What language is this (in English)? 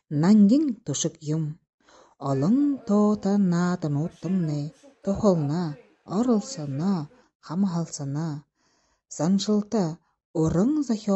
Buriat